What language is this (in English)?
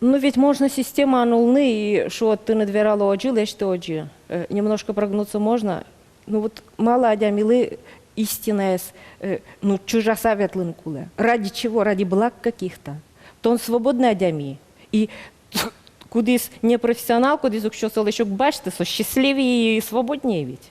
Udmurt